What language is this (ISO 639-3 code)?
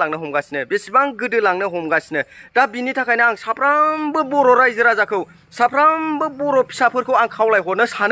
brx